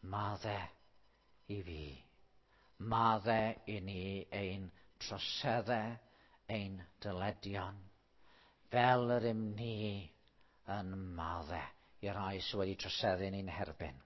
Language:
Welsh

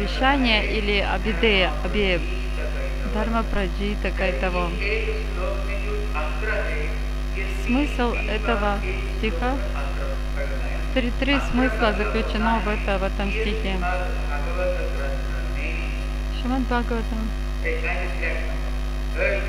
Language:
Russian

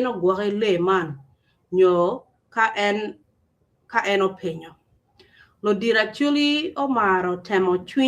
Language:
Acoli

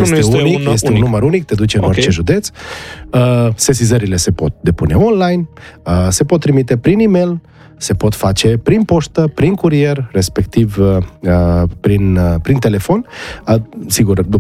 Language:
Romanian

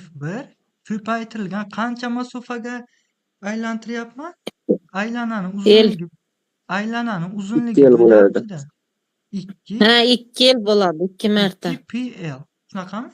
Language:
Uzbek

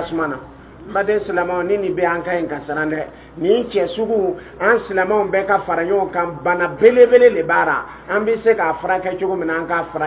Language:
Dyula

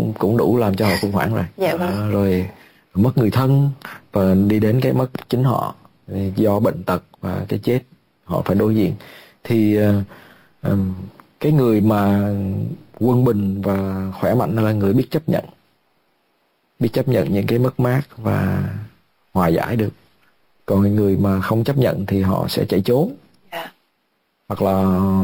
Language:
Vietnamese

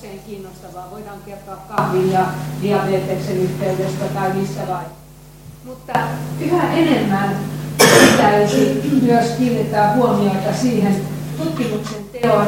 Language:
Finnish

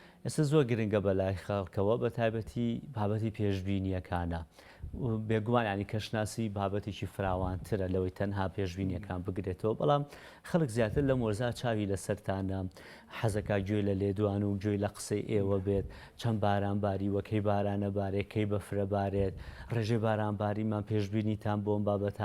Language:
Central Kurdish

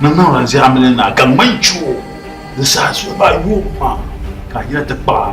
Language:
Dagbani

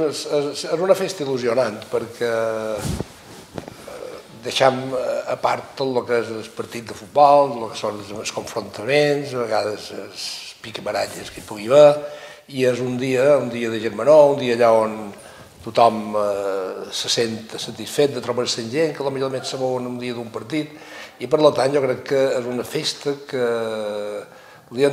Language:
Catalan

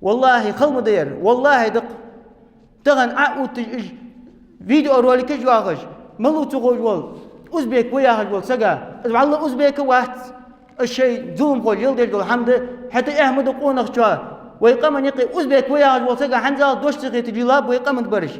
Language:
Ingush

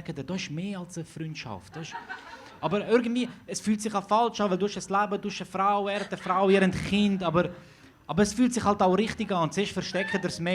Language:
Swiss German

